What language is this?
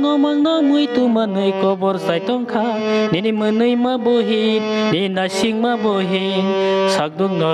Kok Borok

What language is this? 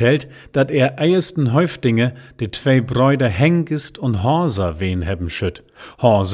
Low German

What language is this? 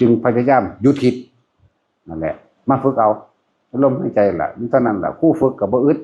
Northeastern Thai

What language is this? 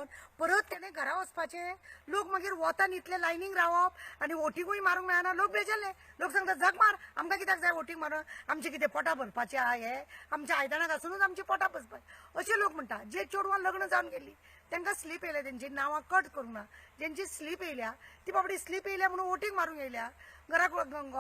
Konkani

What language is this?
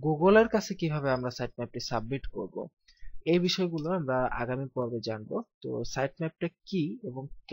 Bangla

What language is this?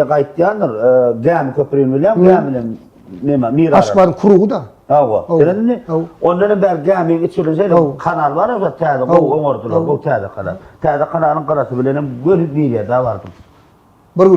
Turkmen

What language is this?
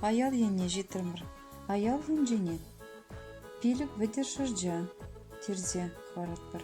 Chuvash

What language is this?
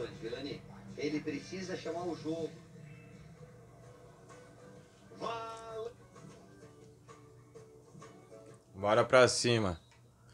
Portuguese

